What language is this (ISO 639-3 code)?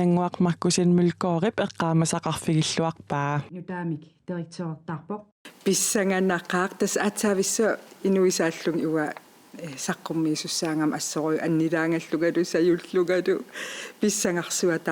kal